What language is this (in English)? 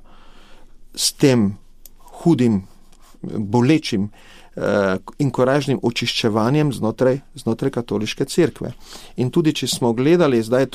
Slovenian